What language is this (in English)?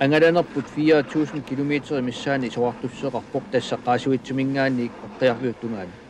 Kalaallisut